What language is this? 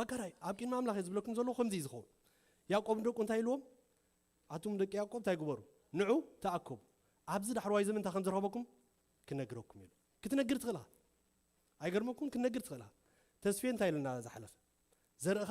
Tigrinya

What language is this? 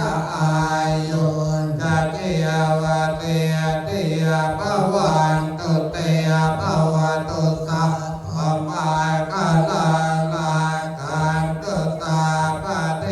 Pali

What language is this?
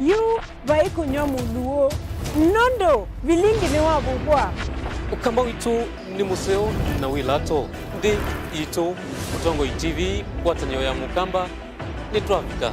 Kamba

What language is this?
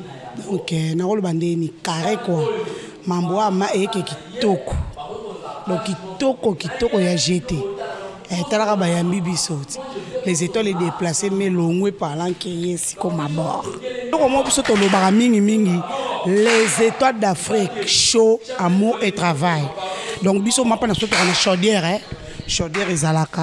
Lingala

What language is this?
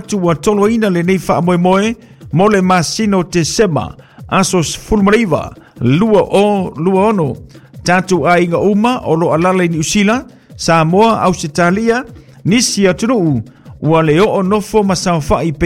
Samoan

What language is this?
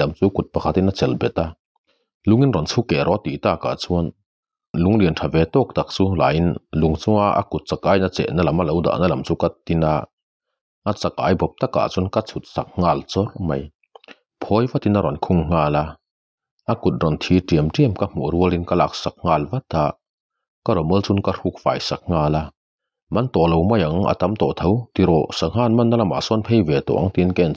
Mizo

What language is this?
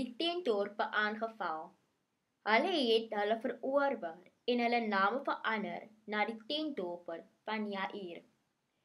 Afrikaans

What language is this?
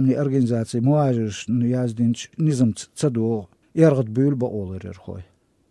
Chechen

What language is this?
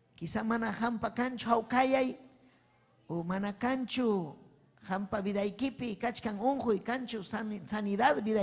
Ayacucho Quechua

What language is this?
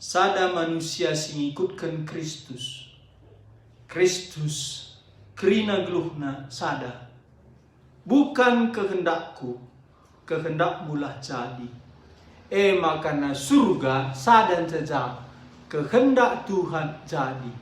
Batak Karo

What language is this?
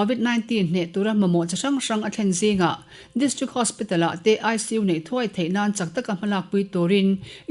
Mizo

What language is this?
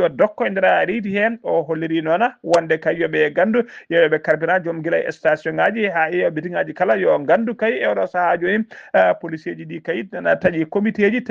Fula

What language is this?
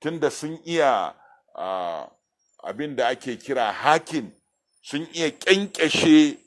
Hausa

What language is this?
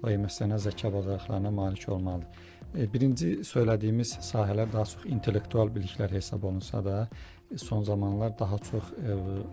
Azerbaijani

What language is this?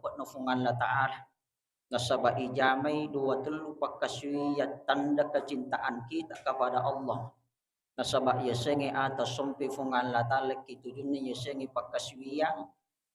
Buginese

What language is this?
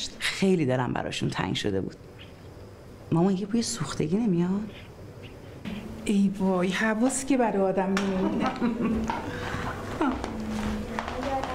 Persian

